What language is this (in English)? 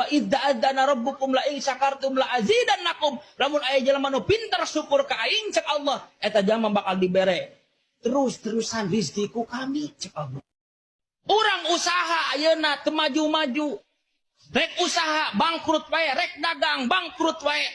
Sundanese